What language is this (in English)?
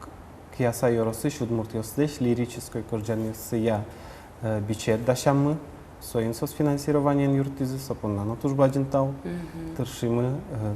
Udmurt